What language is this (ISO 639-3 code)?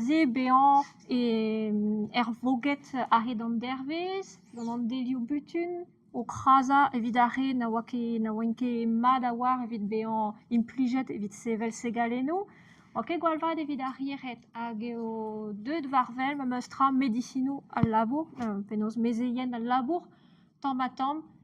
bre